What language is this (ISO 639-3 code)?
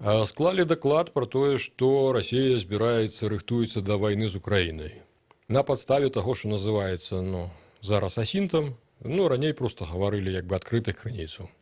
bel